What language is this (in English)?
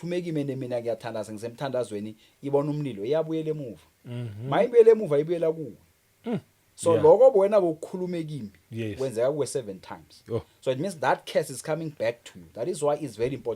Zulu